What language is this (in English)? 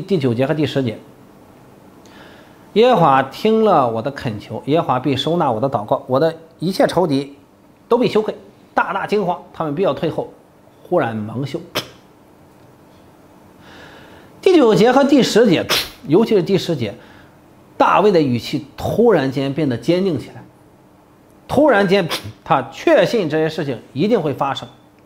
Chinese